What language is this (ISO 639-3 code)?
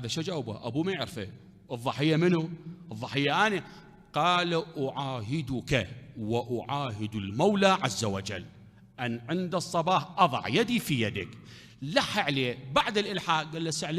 acm